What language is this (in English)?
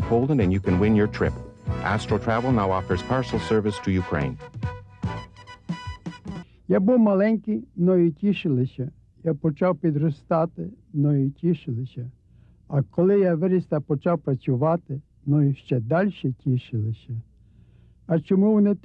Ukrainian